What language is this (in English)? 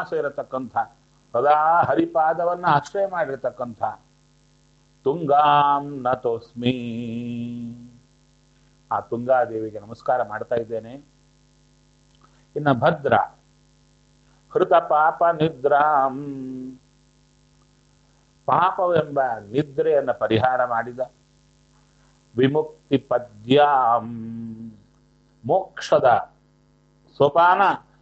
Kannada